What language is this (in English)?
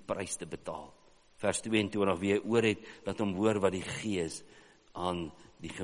Afrikaans